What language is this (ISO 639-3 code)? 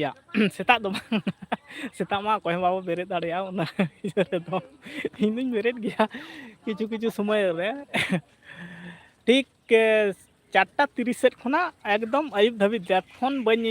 sat